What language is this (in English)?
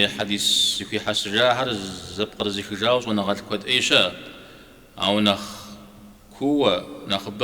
Kabardian